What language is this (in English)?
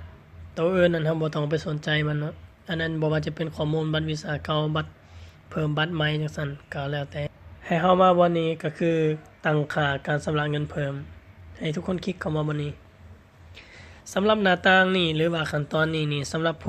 Lao